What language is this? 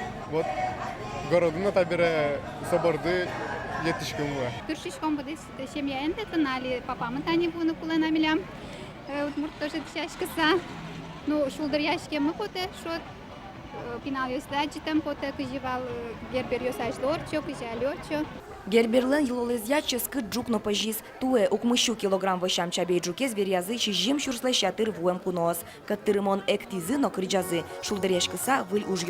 Udmurt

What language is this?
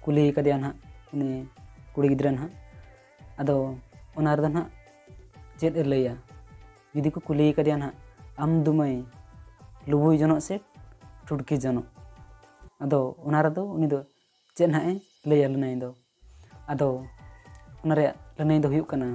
Santali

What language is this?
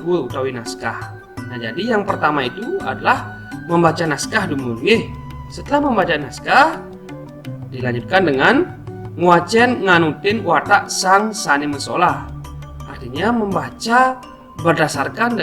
Balinese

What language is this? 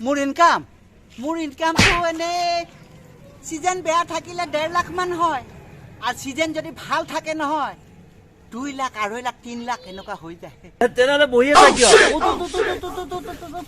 Assamese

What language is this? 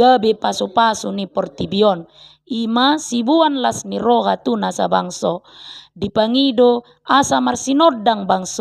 Batak Toba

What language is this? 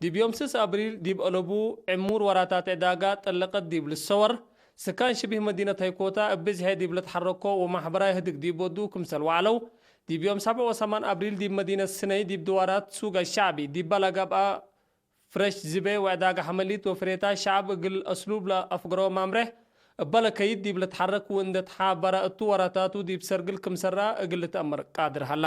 Tigre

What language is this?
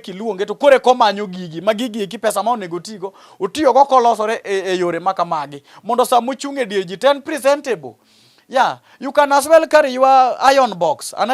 Luo (Kenya and Tanzania)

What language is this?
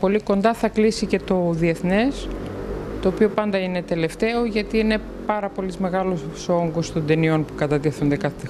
Greek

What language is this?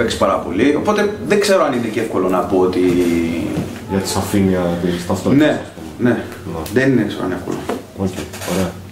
Greek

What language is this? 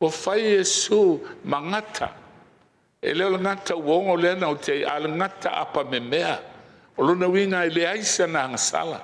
Samoan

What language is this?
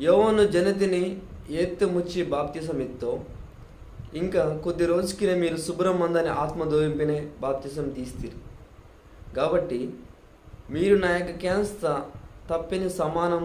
Koya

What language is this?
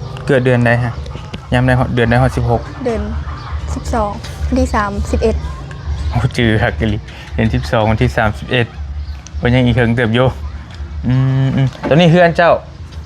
Northeastern Thai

